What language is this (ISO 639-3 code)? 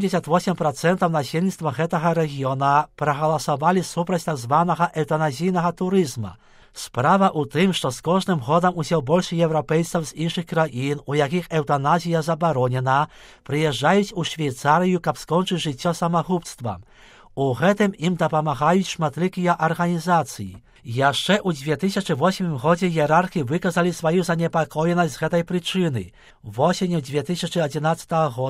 bel